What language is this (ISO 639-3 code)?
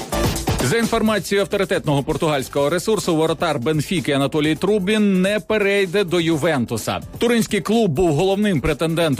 ukr